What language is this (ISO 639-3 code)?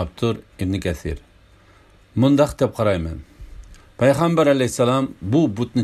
uig